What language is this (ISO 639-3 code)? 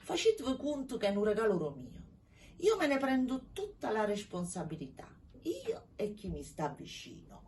nap